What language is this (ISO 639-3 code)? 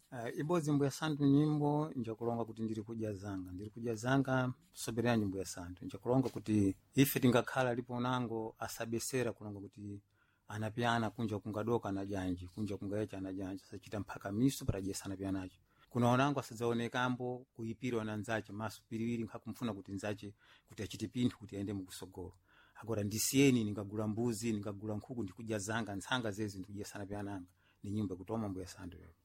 seh